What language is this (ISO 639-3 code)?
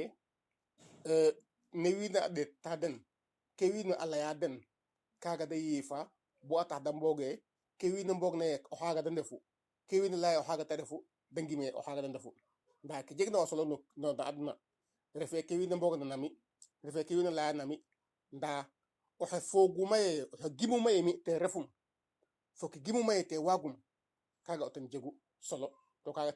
srr